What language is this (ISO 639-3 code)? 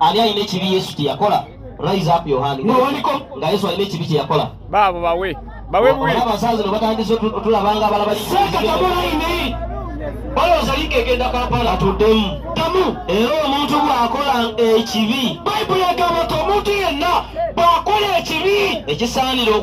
lug